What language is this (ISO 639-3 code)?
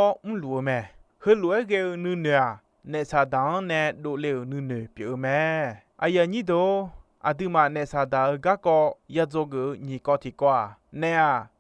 ahk